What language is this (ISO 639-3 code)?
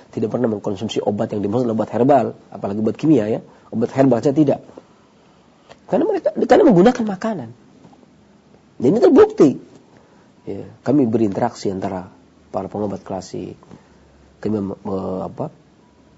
ind